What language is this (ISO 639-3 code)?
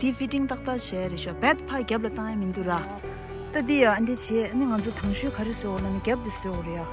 bod